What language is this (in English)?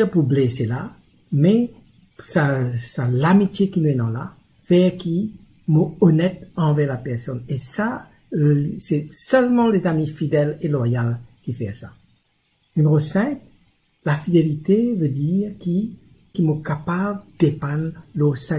Morisyen